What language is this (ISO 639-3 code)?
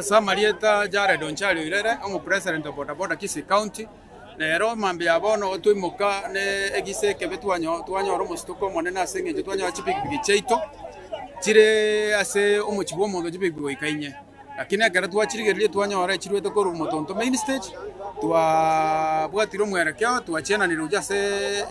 guz